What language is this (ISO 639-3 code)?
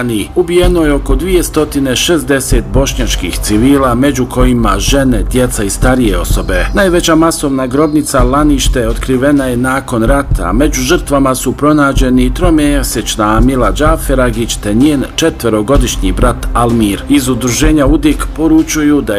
bos